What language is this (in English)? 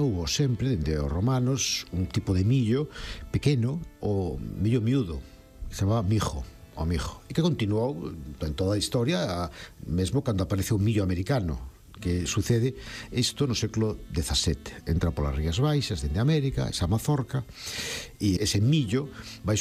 Galician